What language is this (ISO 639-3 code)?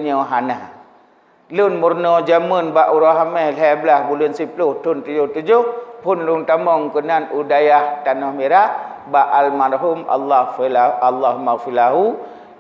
ace